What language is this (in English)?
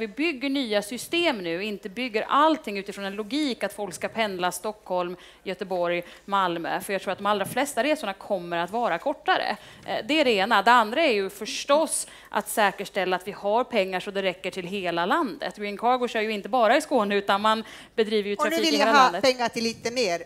Swedish